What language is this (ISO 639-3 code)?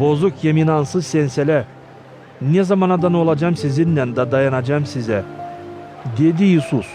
gag